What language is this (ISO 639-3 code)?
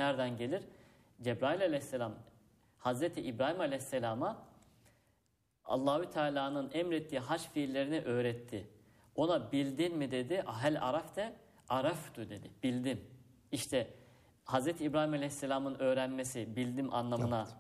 tur